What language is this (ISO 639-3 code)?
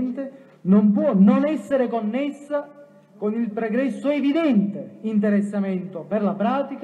ita